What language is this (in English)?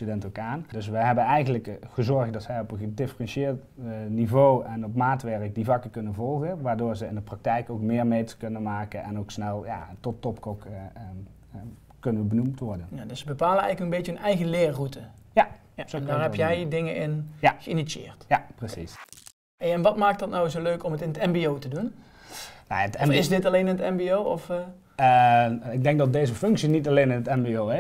Dutch